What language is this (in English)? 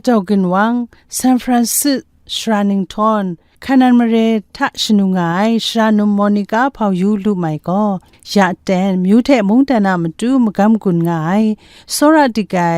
Kachin